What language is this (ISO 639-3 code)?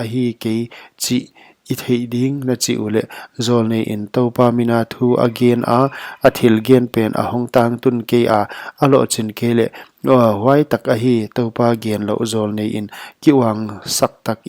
pck